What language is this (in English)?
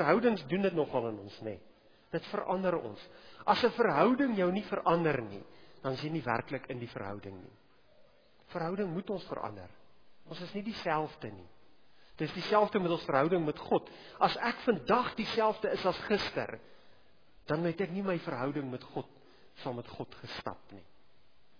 Afrikaans